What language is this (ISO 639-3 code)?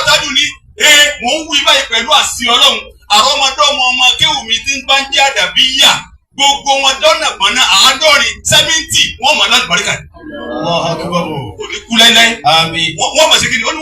yor